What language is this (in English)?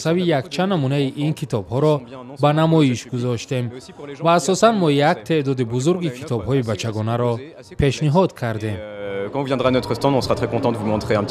Tajik